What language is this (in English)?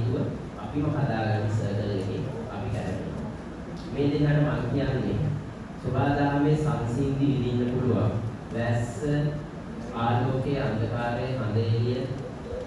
Sinhala